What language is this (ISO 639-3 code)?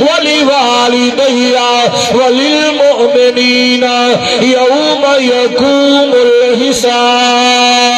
skr